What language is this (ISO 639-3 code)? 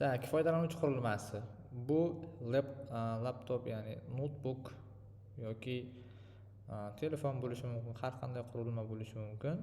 uzb